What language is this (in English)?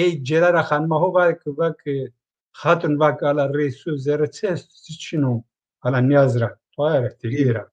Zaza